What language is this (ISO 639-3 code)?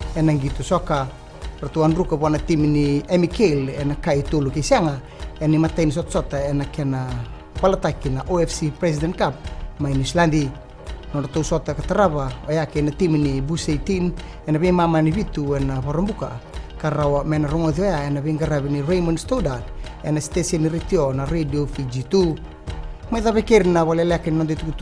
fij